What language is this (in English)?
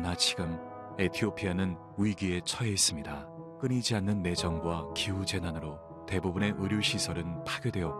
Korean